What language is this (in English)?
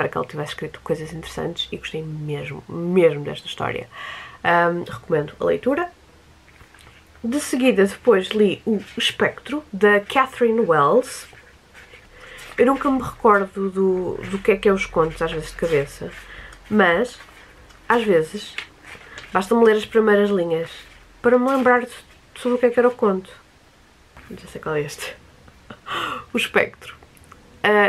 Portuguese